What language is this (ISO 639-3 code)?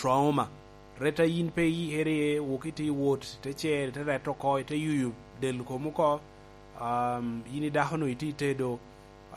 laj